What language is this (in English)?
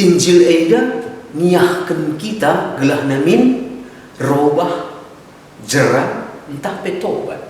Batak Karo